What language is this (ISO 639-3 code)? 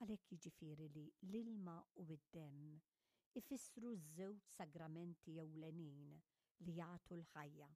mlt